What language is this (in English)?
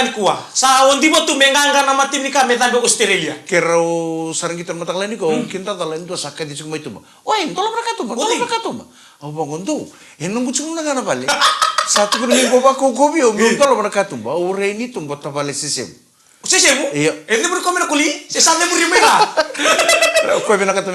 Fijian